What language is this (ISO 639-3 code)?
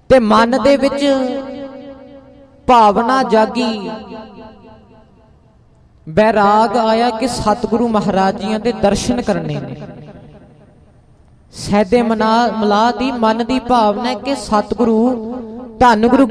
pan